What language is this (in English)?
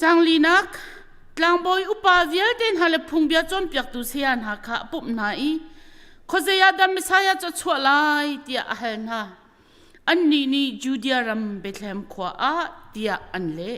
Hakha Chin